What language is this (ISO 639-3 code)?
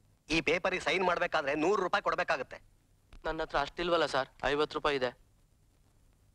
kan